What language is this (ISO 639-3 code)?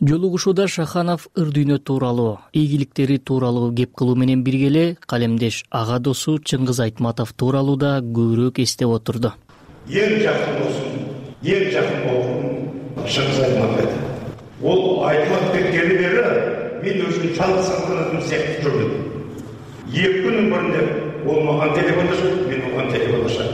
kir